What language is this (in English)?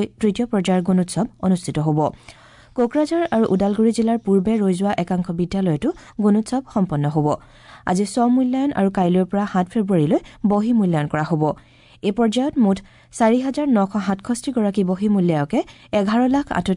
Assamese